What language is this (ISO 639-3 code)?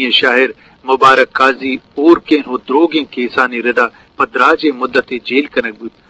bgp